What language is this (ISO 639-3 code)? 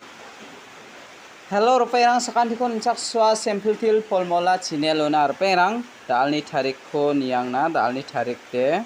grt